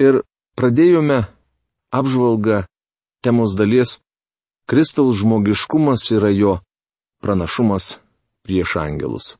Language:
Lithuanian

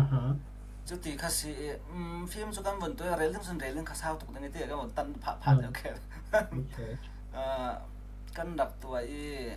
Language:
Falam Chin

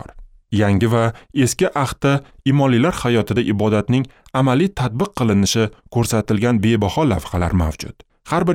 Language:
Uzbek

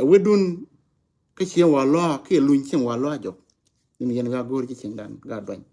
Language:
Nuer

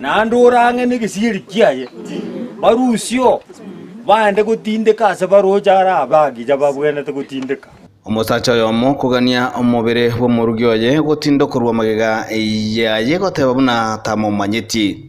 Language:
Gusii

